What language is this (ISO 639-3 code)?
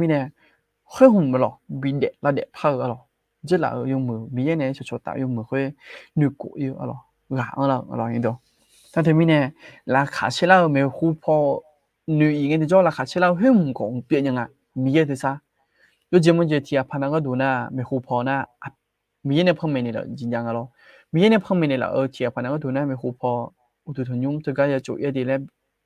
ahk